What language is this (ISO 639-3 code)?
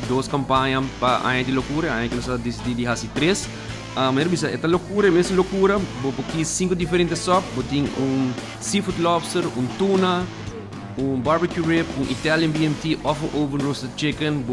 pap